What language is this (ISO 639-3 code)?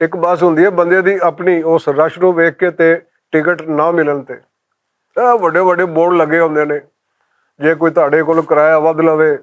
lah